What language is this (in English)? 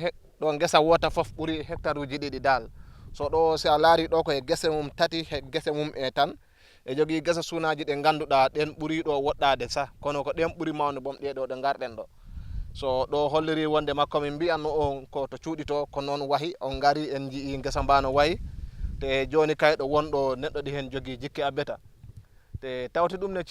Fula